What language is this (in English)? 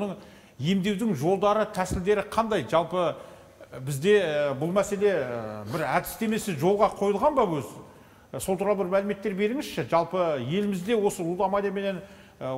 Kazakh